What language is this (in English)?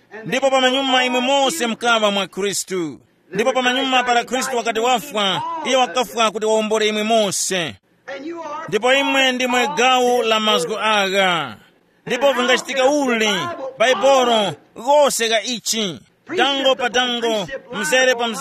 Tumbuka